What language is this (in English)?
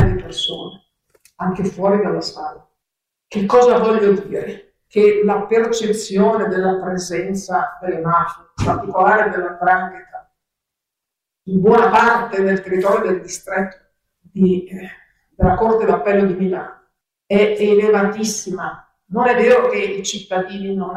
Italian